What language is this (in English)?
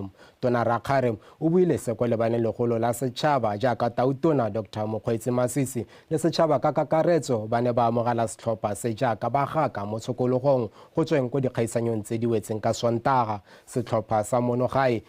Tswana